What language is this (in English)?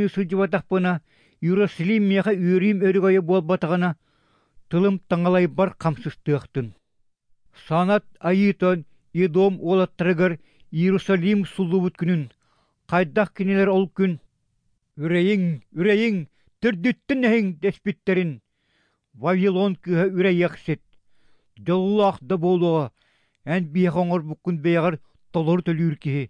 Yakut